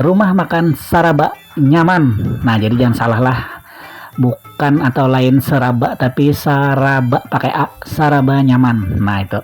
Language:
Banjar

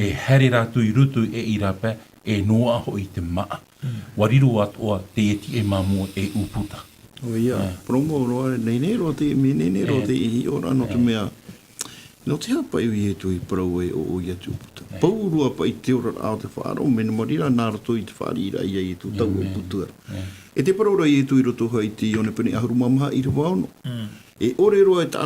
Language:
Tahitian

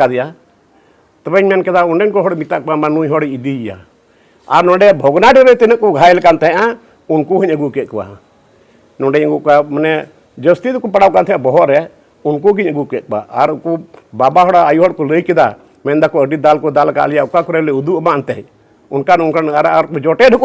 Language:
Santali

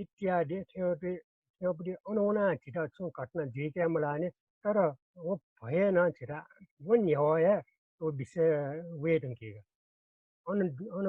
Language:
Newari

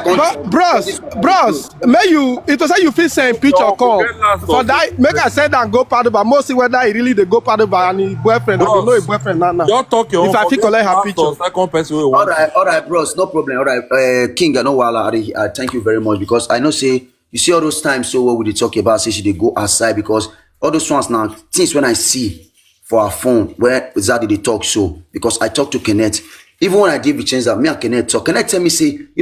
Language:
Nigerian Pidgin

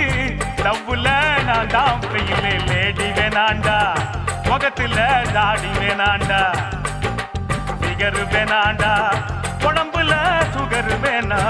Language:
Tamil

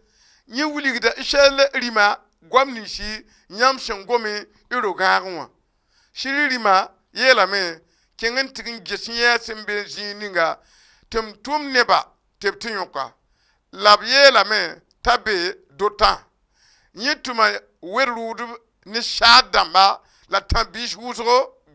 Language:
Mossi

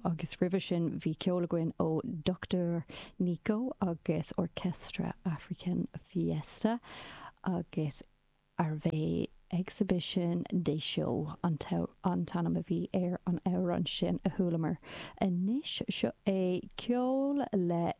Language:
Irish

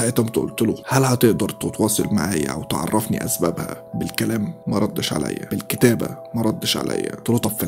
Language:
Egyptian Arabic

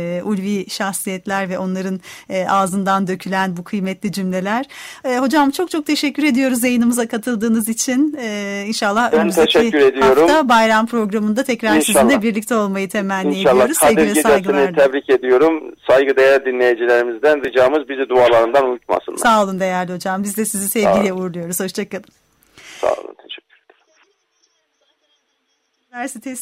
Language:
Turkish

